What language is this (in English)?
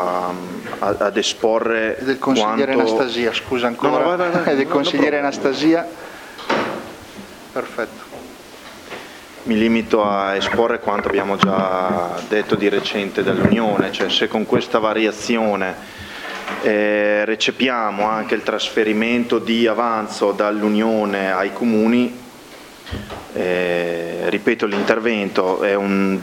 Italian